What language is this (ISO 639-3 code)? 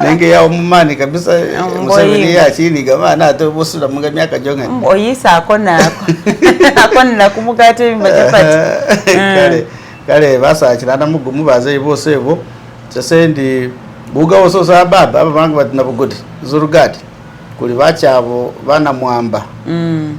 myx